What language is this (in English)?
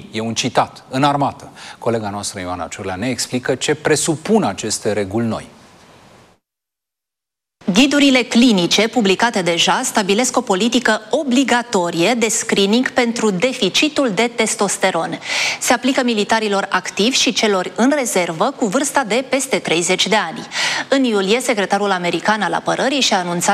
Romanian